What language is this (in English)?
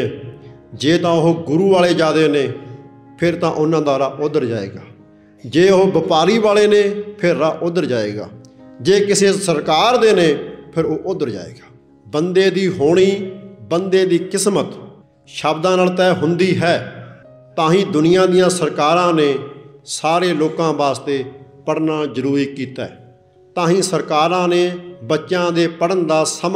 Punjabi